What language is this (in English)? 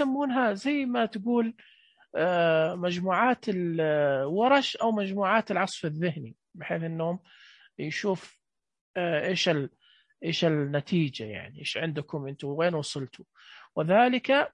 Najdi Arabic